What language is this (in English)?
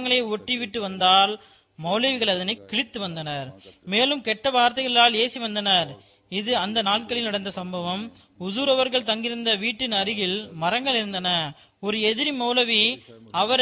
Tamil